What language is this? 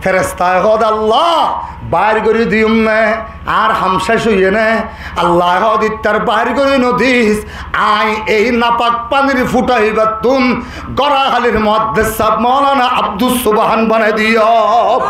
Rohingya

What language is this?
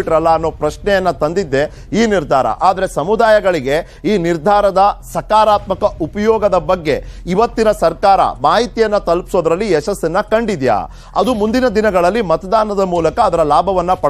Kannada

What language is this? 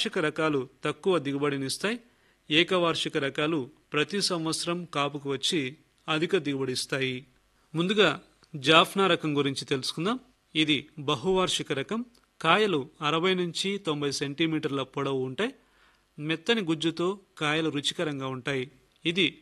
Telugu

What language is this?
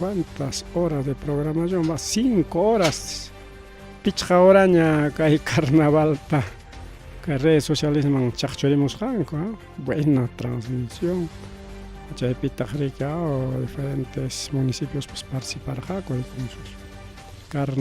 Ayacucho Quechua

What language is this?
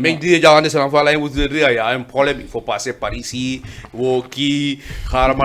Fula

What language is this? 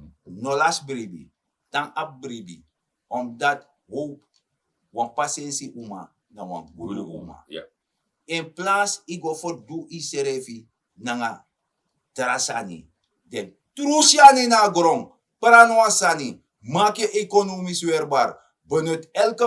Sranan Tongo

